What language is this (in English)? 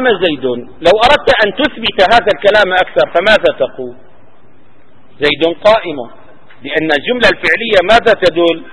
Arabic